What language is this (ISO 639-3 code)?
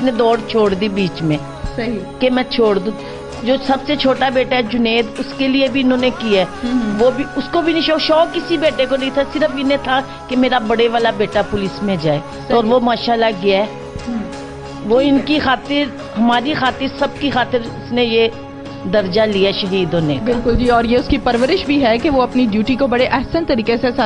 urd